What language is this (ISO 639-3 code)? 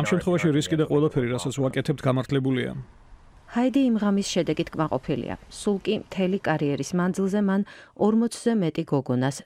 kat